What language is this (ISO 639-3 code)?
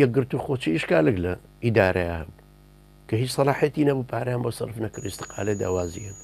ckb